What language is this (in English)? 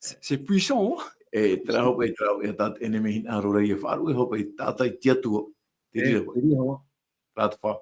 Tahitian